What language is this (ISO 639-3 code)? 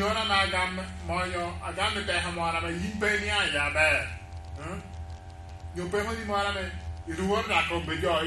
laj